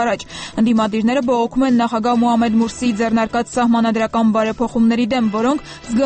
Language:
Armenian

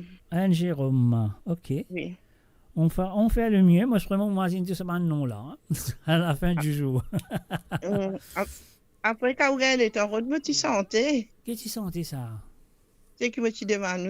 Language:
Morisyen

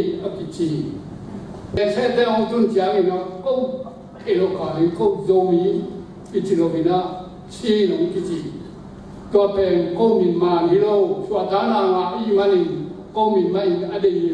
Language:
Tedim Chin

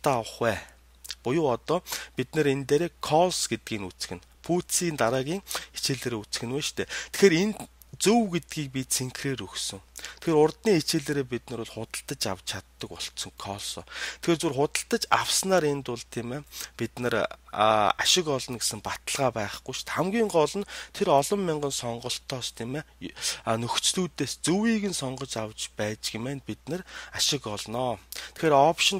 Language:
Mongolian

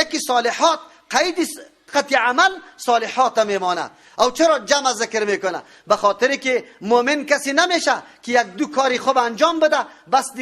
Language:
Persian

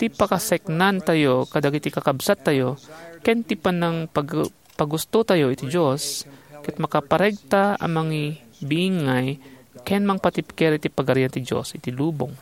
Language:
Iloko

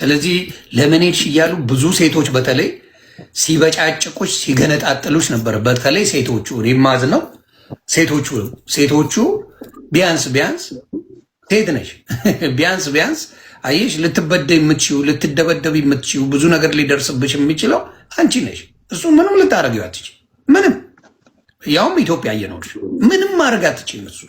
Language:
Amharic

